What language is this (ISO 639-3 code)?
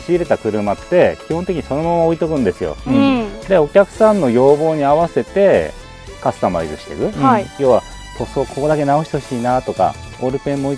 jpn